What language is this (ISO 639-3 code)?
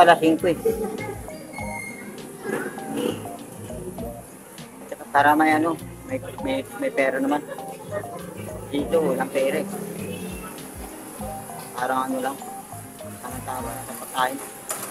fil